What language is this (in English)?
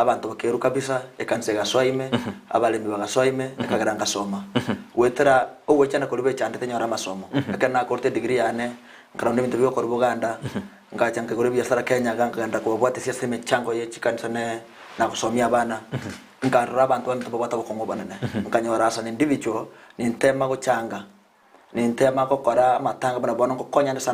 Gusii